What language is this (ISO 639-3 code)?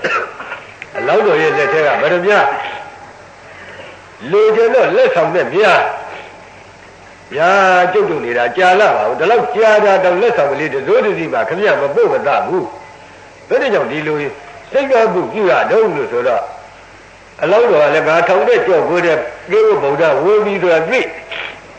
mya